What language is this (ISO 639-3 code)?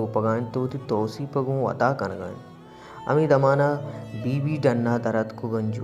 bal